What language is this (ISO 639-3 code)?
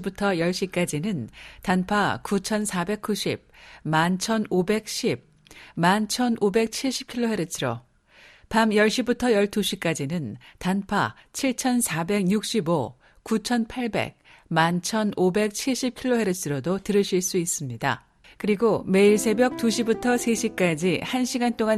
kor